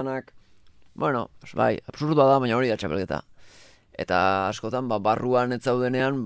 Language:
Basque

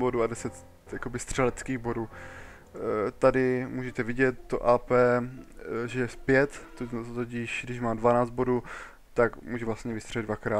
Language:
Czech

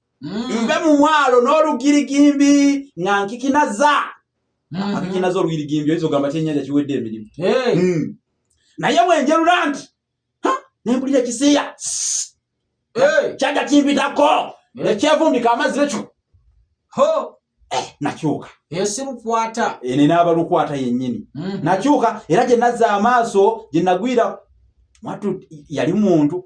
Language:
Ganda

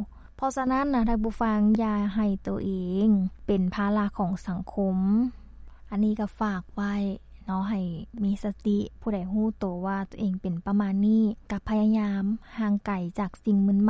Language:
Lao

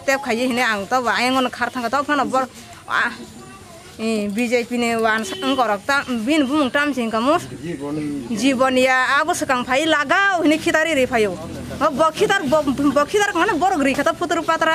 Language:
Kok Borok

